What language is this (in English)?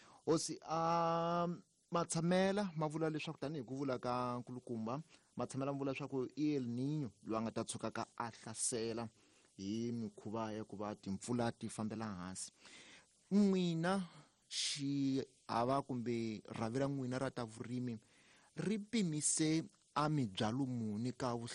Tsonga